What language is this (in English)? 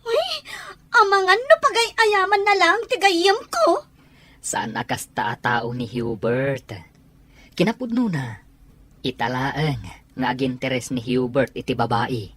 Iloko